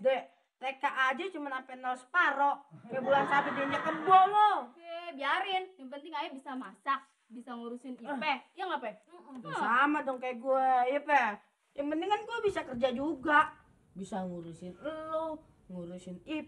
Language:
Betawi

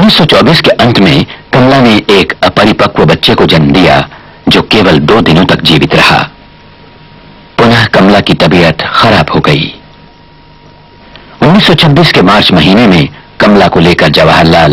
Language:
Hindi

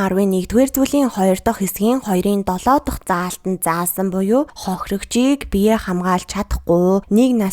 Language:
Mongolian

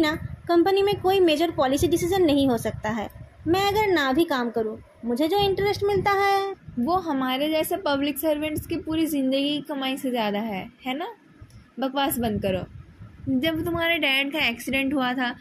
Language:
Hindi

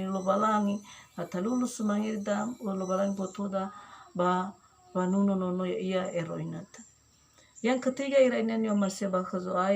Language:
Nias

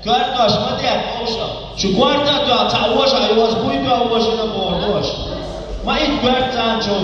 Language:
Chechen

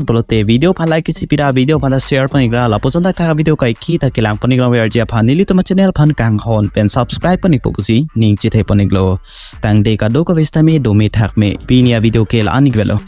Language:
Karbi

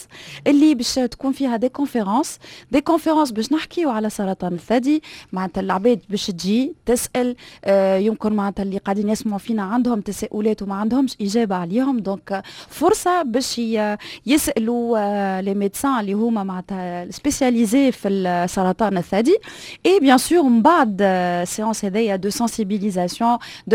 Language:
Tunisian Arabic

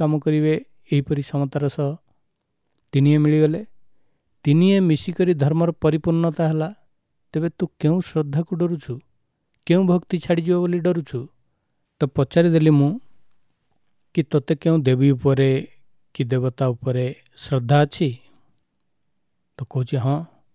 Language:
Odia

